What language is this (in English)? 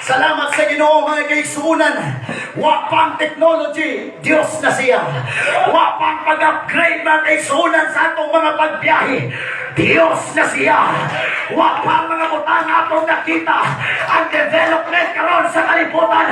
Cebuano